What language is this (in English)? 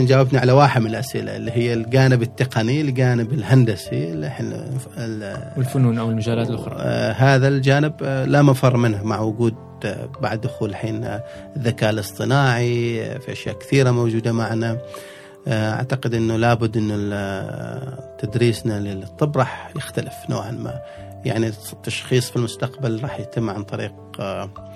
Gulf Arabic